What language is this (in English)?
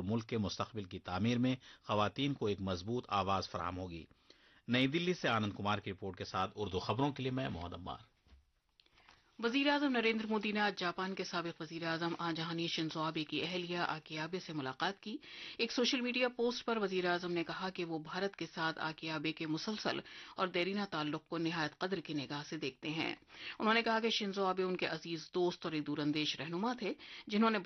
Urdu